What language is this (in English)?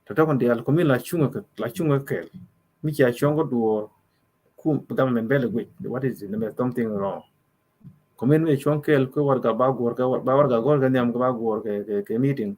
Nuer